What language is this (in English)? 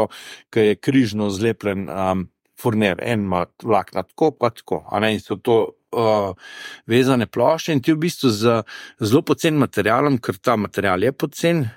Slovenian